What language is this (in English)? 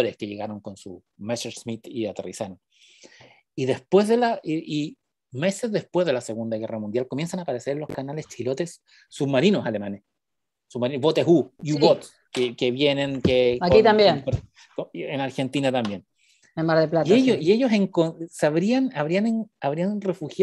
Spanish